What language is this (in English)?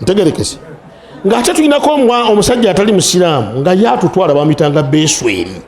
Ganda